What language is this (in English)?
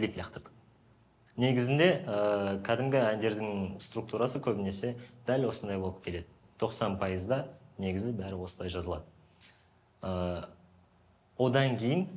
Kazakh